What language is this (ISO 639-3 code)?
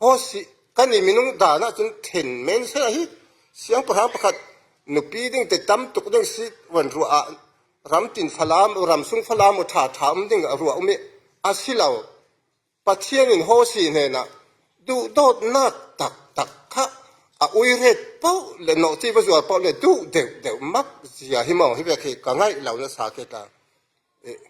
cfm